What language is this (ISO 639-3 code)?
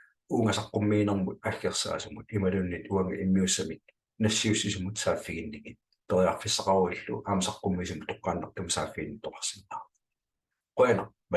kal